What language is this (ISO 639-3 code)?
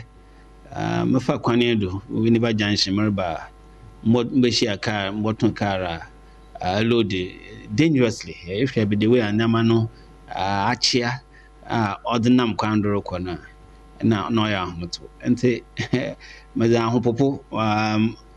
aka